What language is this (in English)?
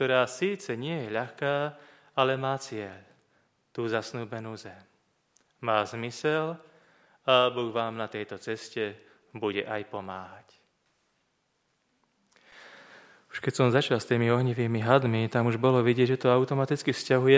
Slovak